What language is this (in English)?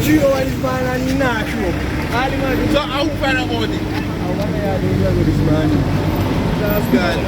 Jamaican Creole English